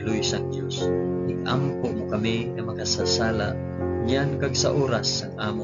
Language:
Hiligaynon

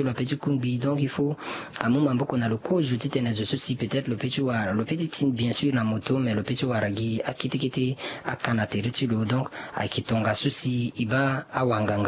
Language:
Sango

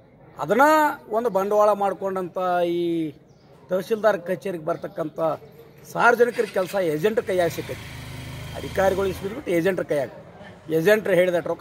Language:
Kannada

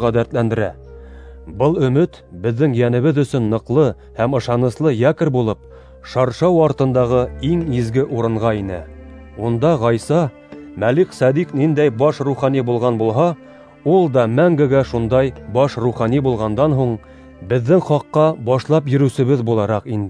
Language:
Bashkir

